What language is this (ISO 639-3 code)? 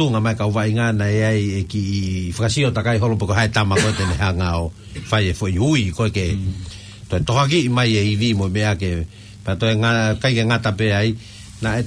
ton